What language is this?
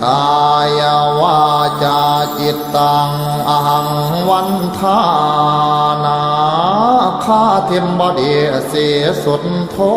Pali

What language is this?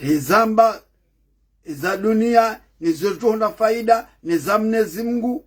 Ngazidja Comorian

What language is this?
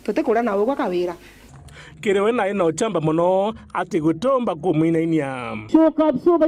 Meru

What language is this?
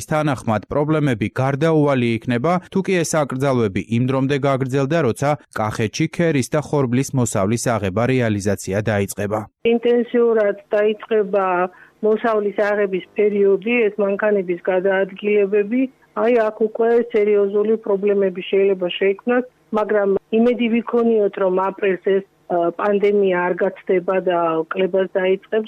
Georgian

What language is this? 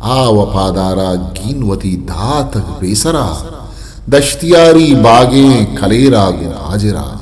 Eastern Balochi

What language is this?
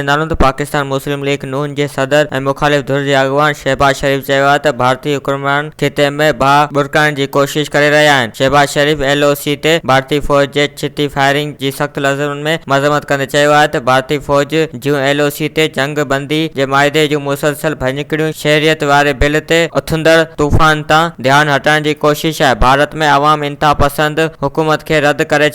Sindhi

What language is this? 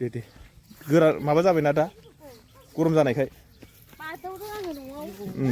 Bodo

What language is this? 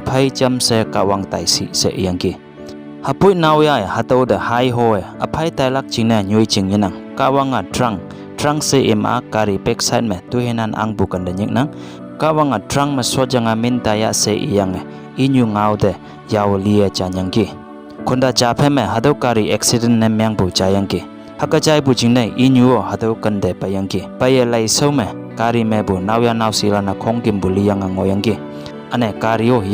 Konyak Naga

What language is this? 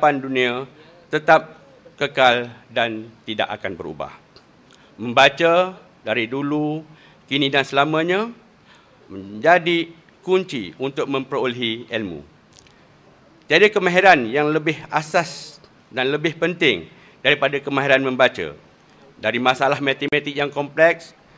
Malay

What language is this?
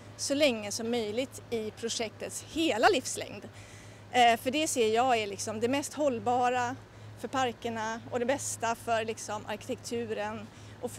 Swedish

